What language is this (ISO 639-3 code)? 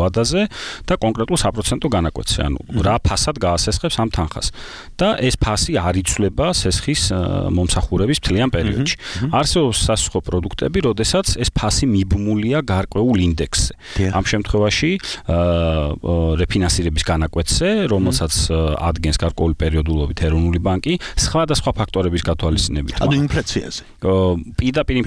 kat